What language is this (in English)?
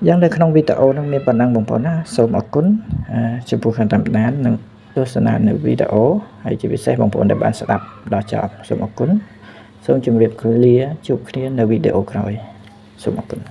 Khmer